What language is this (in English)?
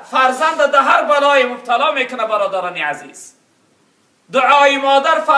Tajik